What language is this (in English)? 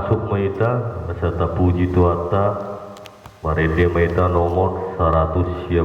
Batak Toba